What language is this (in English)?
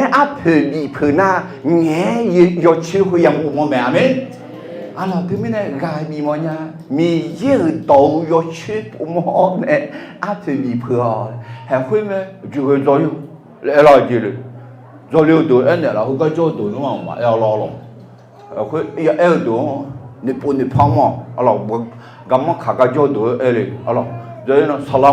Akha